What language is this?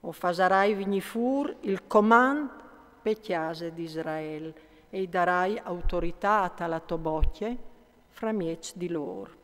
Friulian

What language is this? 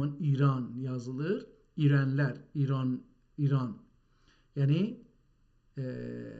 South Azerbaijani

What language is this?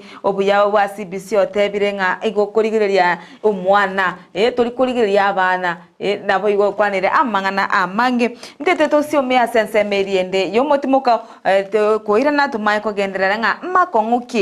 Gusii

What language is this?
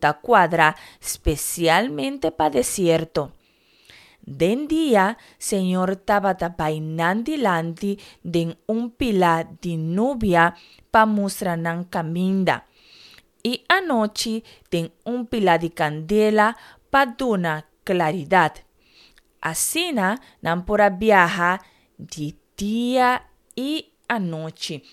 Papiamento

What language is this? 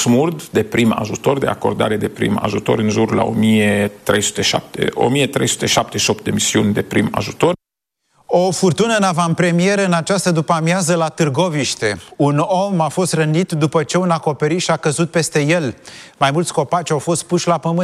Romanian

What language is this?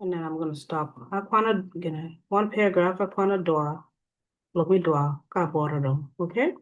Acoli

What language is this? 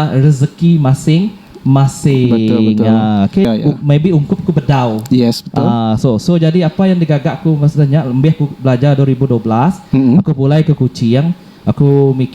Iban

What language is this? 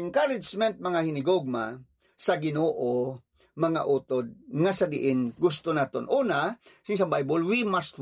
Hiligaynon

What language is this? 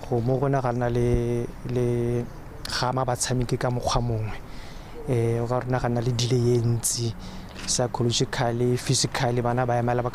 Tswana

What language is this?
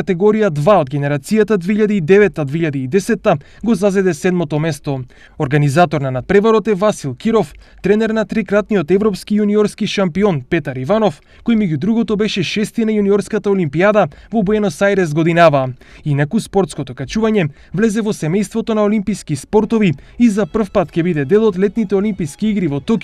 Macedonian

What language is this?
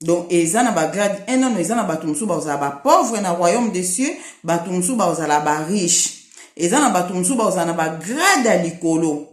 Lingala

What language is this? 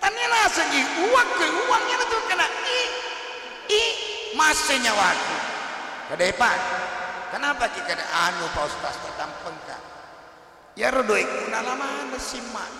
Buginese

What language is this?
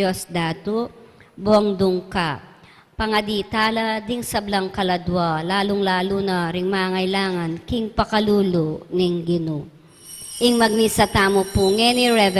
Pampanga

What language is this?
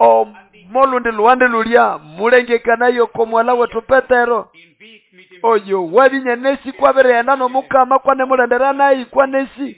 Nande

